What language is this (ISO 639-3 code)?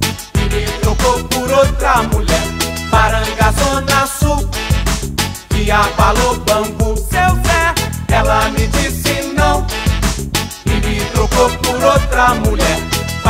por